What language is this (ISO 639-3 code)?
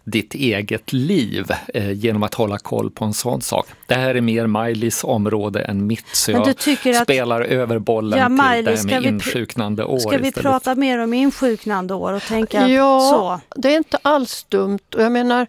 swe